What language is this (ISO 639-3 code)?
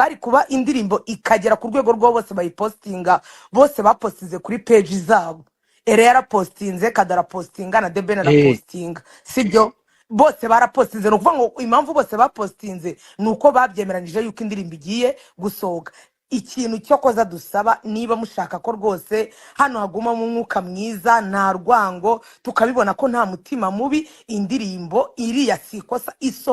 kin